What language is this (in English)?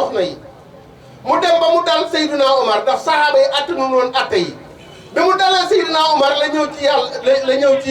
Wolof